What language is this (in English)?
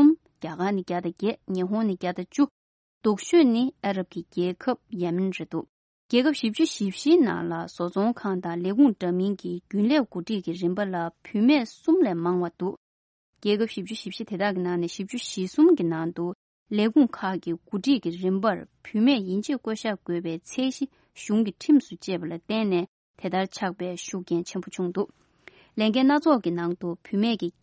Tibetan